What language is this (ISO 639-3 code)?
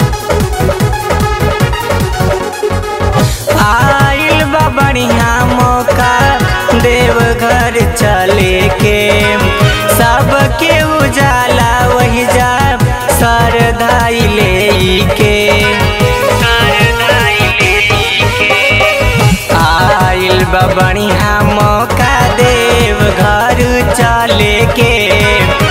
bho